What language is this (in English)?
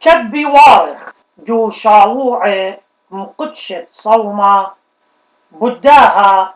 Assyrian Neo-Aramaic